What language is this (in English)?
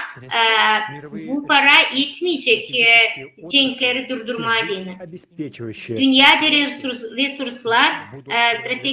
Gagauz